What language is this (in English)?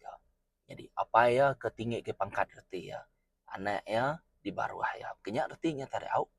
Iban